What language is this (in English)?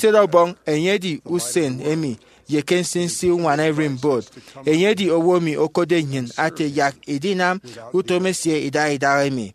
Efik